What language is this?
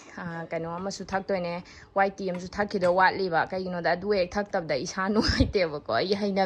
Manipuri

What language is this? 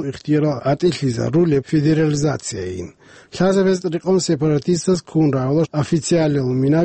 Avaric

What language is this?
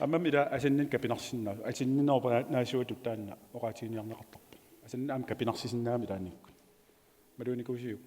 Kalaallisut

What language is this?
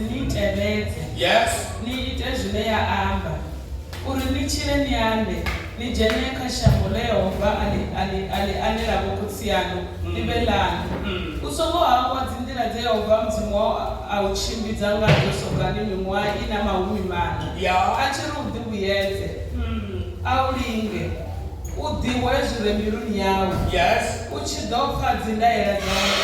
Venda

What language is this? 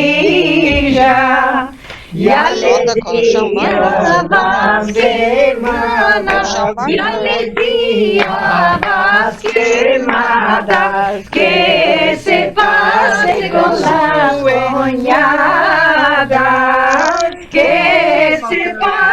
Ladino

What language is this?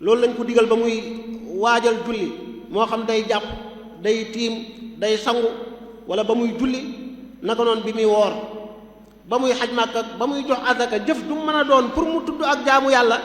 Wolof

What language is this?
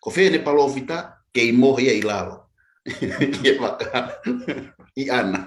Tongan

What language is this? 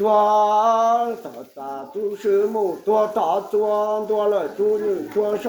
Hmong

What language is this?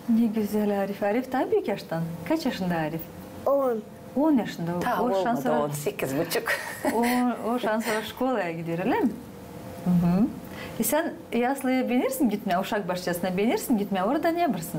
Gagauz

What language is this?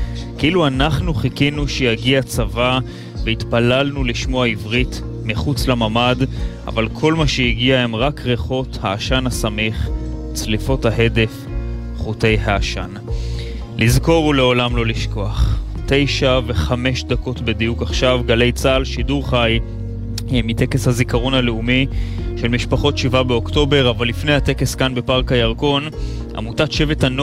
Hebrew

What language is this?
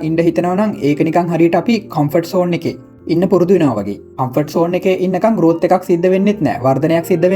Sinhala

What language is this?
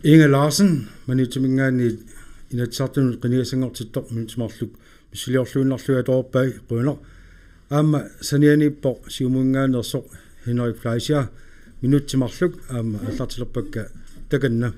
Kalaallisut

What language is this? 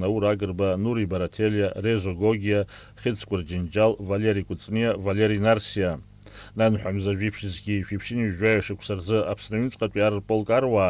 Abkhazian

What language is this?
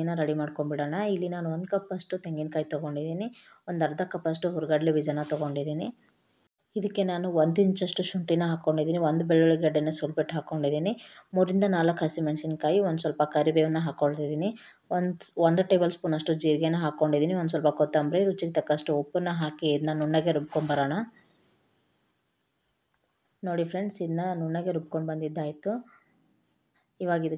Kannada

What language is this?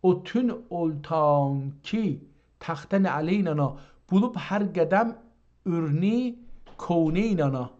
South Azerbaijani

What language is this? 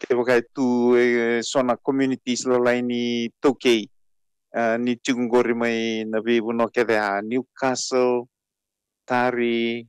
Fijian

